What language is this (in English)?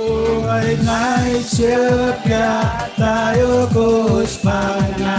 Marshallese